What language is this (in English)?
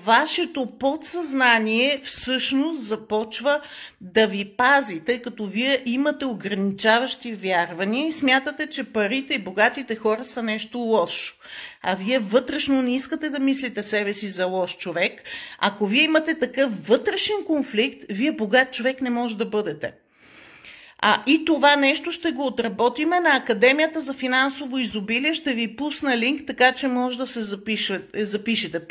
Bulgarian